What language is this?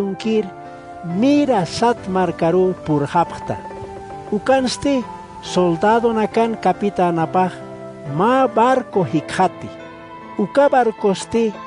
Aymara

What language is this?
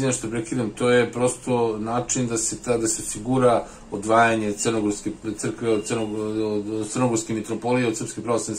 Serbian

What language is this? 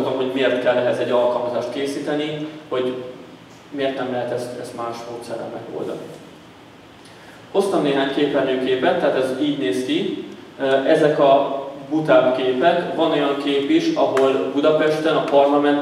Hungarian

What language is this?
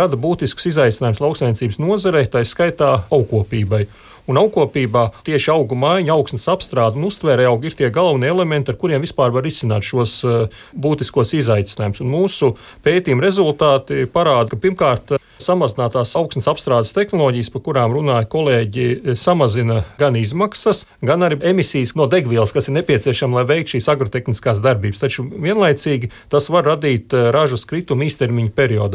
Latvian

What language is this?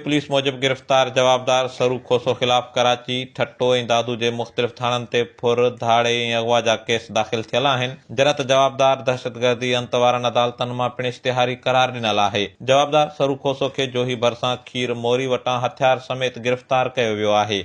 Sindhi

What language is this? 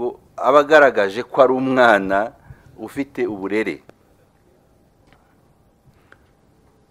Kinyarwanda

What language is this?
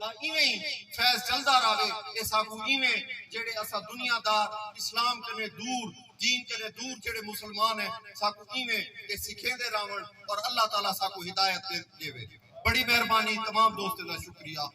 Saraiki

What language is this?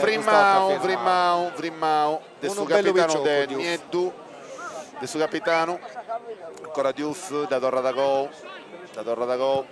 Sardinian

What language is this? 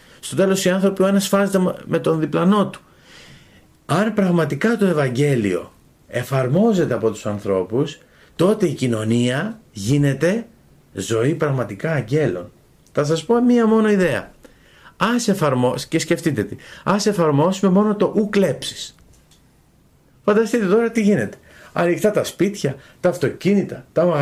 Greek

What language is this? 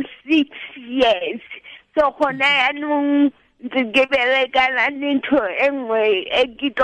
Tswana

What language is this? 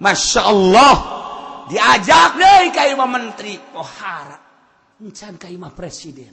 Sundanese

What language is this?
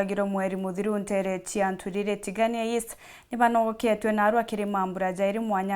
Meru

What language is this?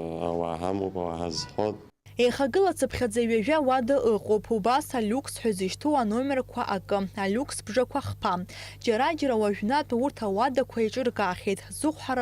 Abkhazian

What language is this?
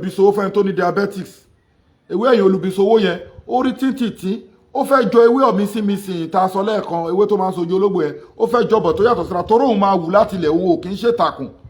Yoruba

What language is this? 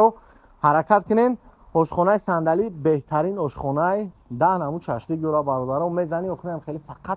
Tajik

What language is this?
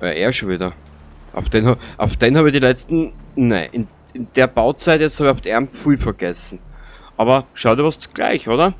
Bavarian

